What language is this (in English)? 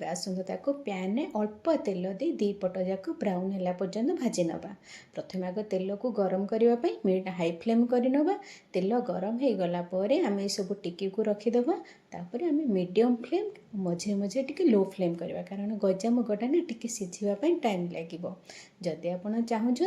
Odia